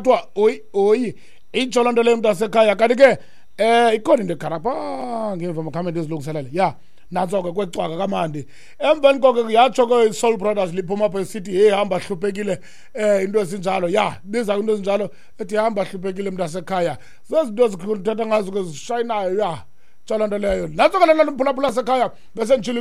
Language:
Xhosa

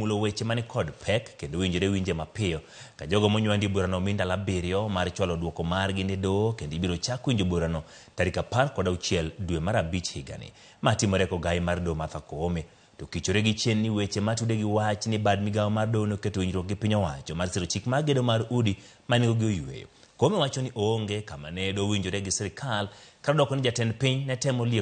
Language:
Luo (Kenya and Tanzania)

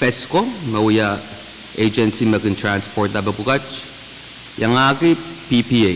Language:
Pohnpeian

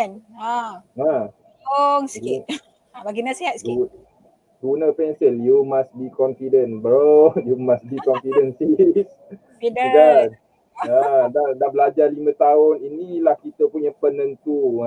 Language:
Malay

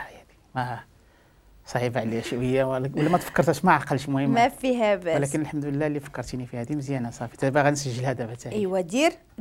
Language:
Moroccan Arabic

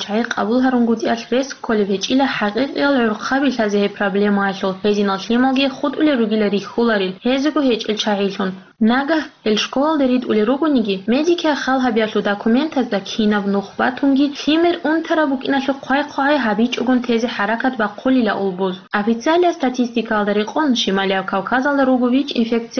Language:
Avaric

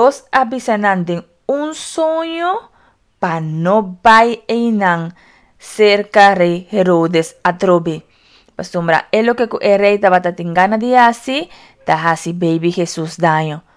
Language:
Papiamento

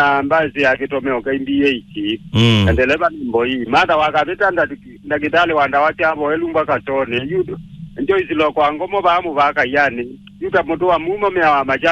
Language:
Kamba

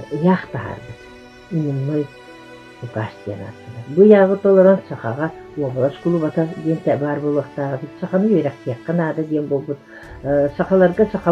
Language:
Yakut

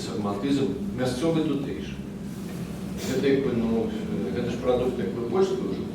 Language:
Belarusian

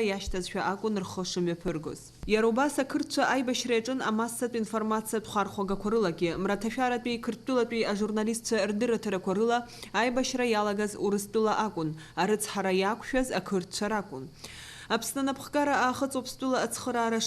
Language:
Abkhazian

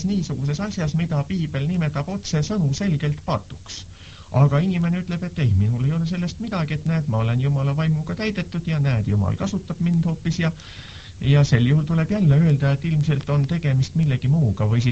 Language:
Estonian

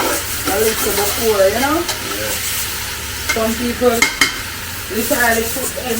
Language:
Jamaican Creole English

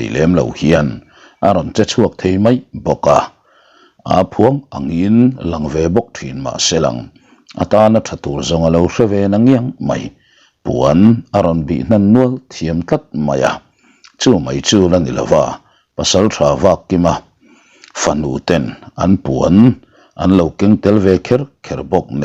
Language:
Mizo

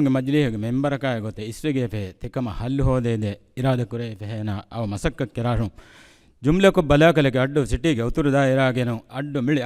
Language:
Divehi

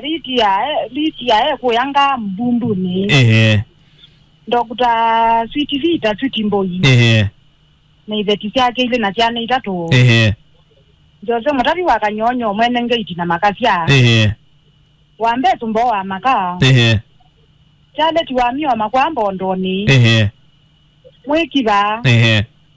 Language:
Kamba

